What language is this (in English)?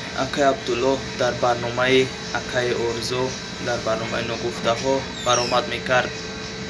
Tajik